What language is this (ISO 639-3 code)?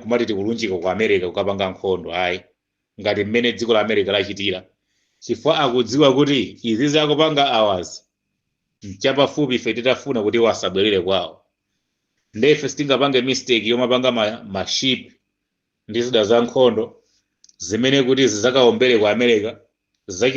nya